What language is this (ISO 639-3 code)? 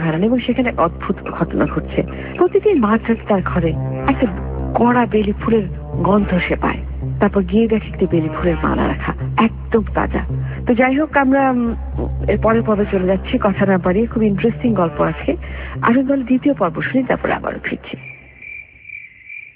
ben